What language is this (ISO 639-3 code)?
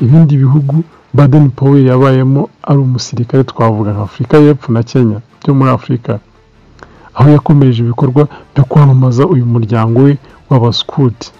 kin